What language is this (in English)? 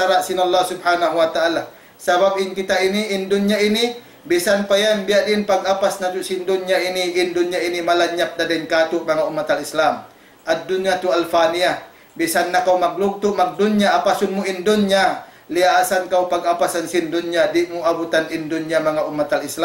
Tausug